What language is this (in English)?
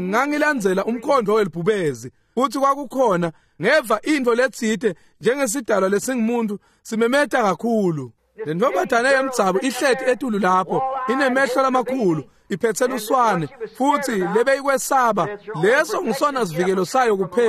Swati